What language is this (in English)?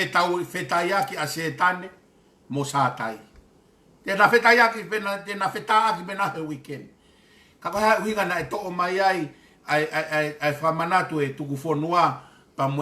Tongan